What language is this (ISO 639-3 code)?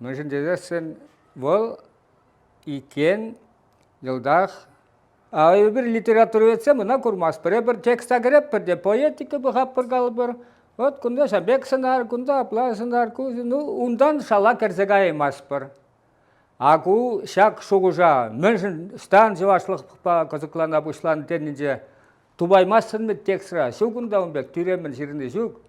chv